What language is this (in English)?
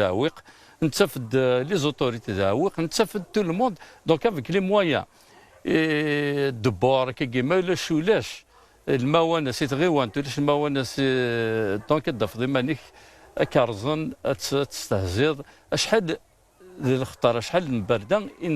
Kabyle